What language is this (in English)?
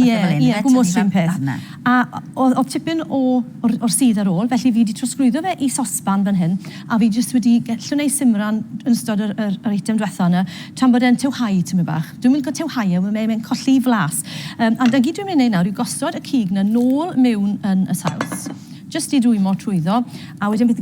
Welsh